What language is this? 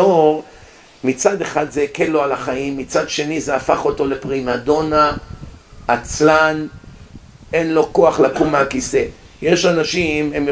Hebrew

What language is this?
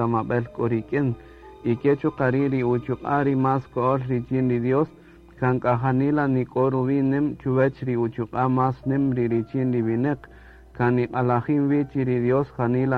Kaqchikel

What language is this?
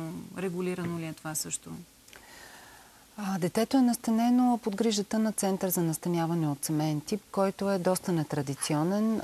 Bulgarian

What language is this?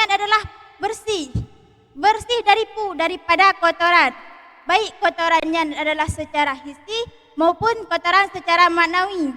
Achinese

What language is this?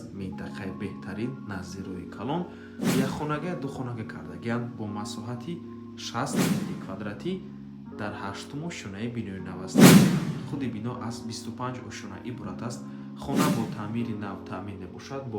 Tajik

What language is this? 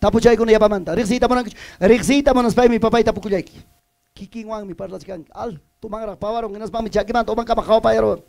Ayacucho Quechua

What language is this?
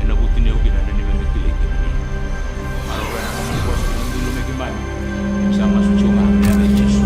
Fijian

